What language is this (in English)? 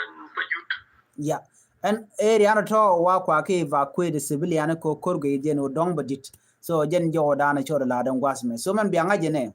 Nuer